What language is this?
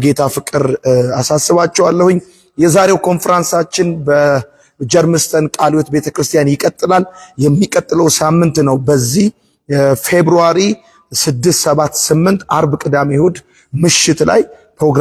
Amharic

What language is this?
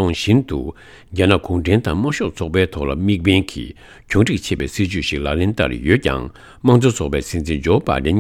Tibetan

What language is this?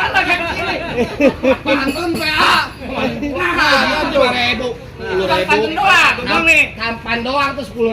Betawi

